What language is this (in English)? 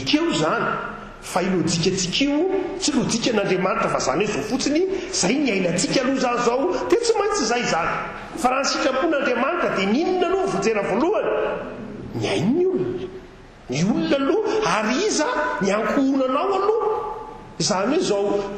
Malagasy